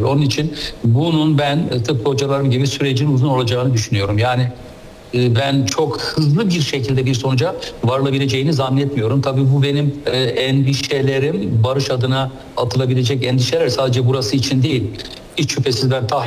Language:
Turkish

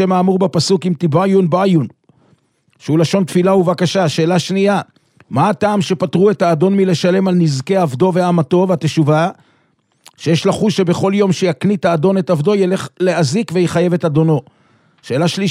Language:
Hebrew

